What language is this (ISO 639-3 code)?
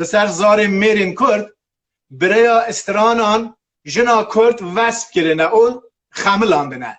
kur